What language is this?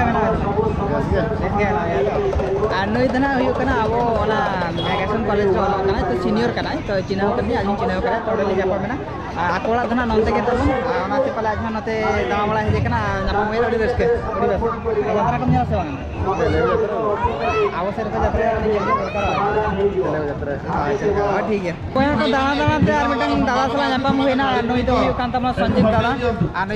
Santali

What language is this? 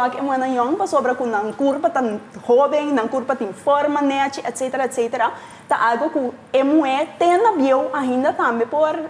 Papiamento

